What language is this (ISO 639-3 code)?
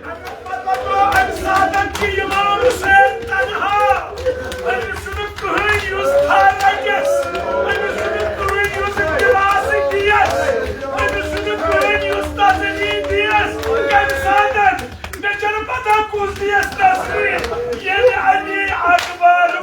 kas